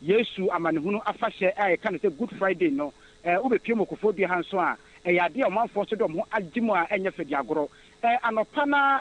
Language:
Akan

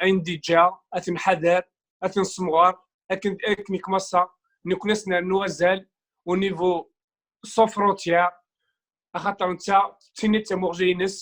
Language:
Kabyle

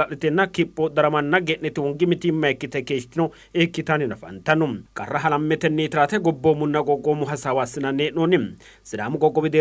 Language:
Sidamo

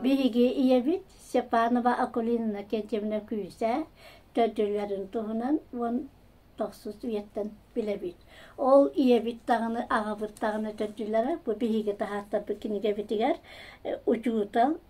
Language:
Yakut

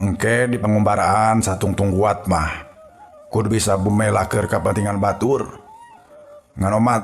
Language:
Sundanese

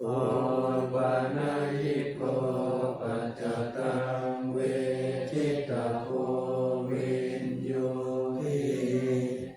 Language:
Pali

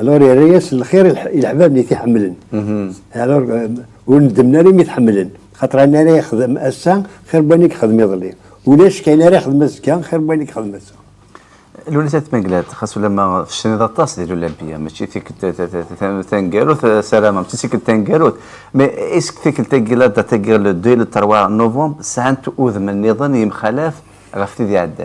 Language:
Kabyle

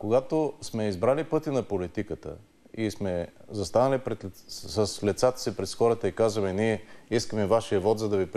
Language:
Bulgarian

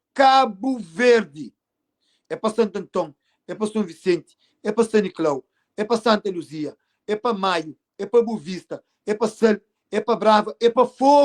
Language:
Kabuverdianu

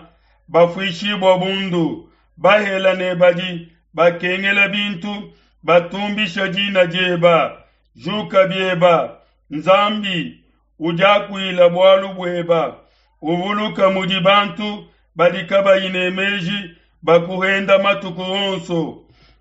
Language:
Luba-Lulua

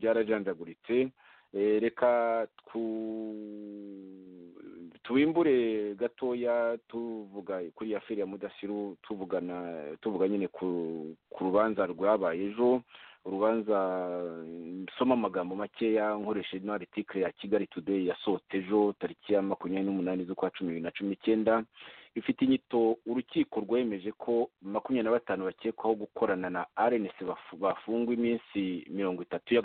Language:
Kinyarwanda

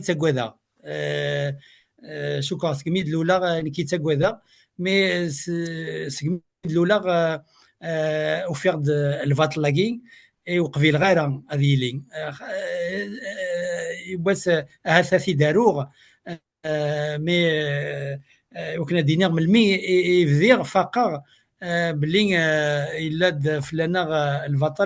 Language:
Kabyle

